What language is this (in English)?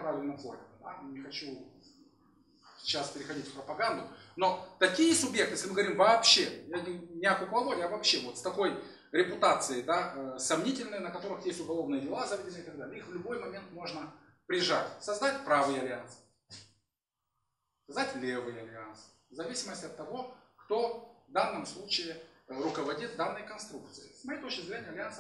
Russian